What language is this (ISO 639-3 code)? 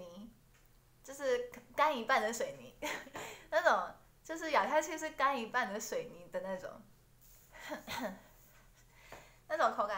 zho